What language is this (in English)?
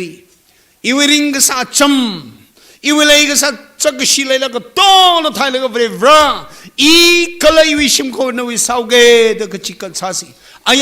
Tangkhul Naga (India)